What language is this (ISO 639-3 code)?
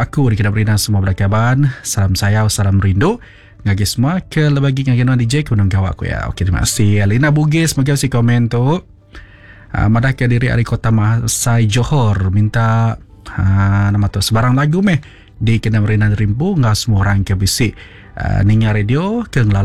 iba